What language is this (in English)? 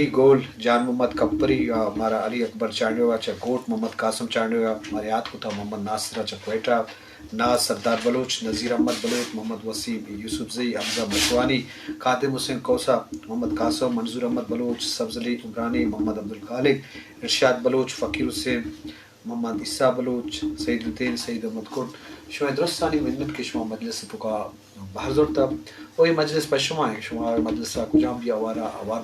Eastern Balochi